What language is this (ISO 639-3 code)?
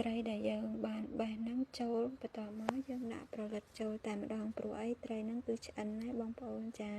khm